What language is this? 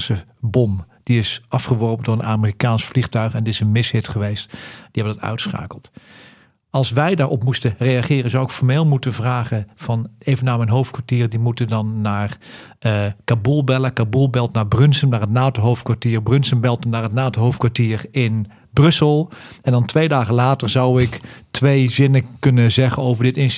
Dutch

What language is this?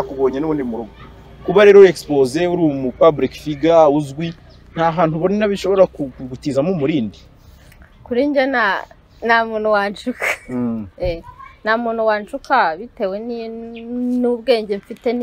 Kinyarwanda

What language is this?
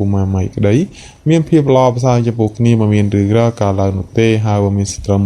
Khmer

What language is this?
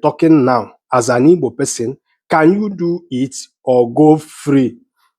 Igbo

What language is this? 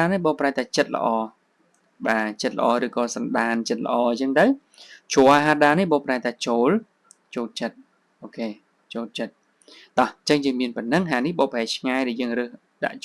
Khmer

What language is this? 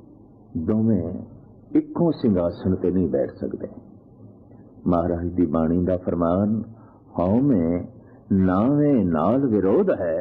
Punjabi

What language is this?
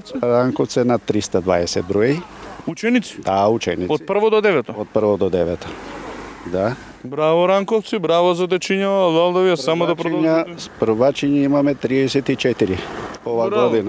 Macedonian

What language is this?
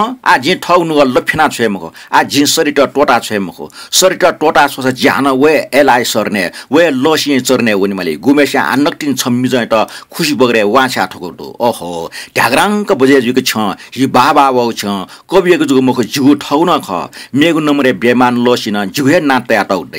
Newari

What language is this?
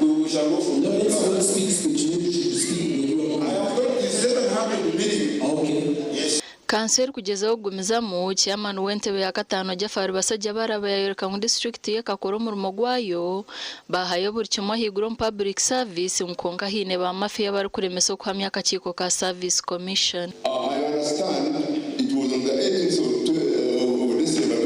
Nyankole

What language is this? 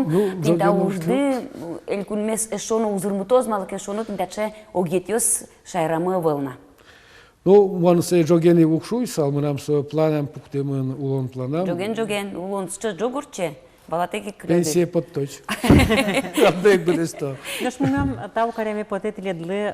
Udmurt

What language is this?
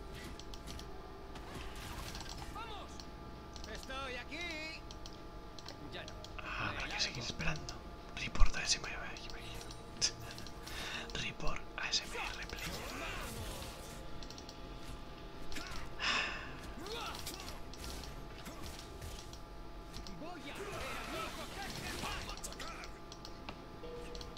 Spanish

